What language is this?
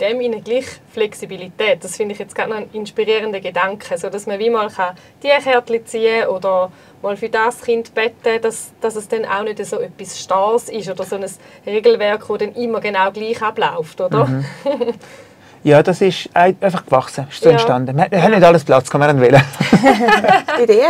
Swiss German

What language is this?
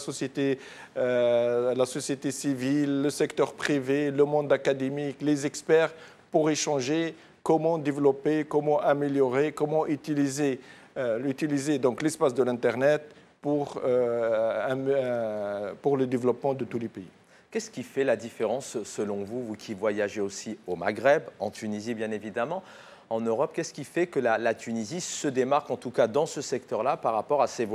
French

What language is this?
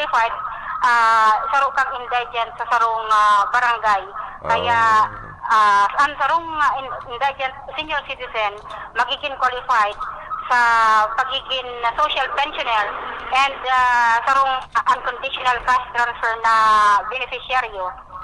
Bikol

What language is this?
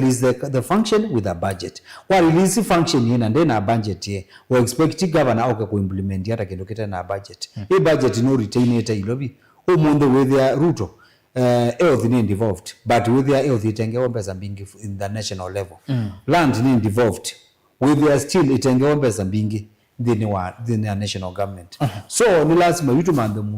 Kamba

